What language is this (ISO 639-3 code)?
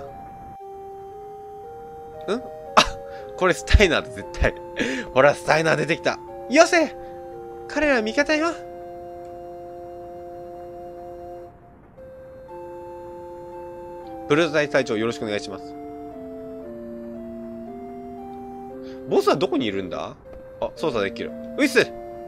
jpn